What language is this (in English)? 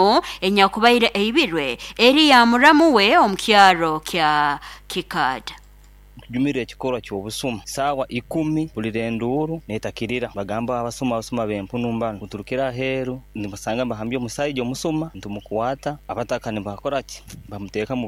Nyankole